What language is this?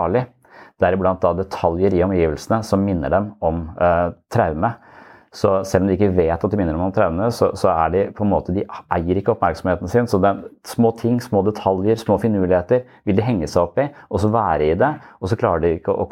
Norwegian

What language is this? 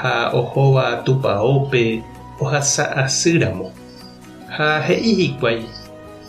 Guarani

